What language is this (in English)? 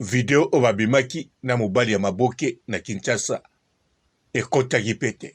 Lingala